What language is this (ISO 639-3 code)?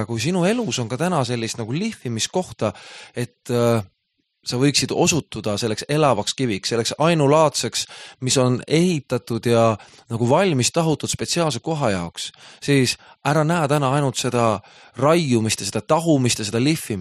est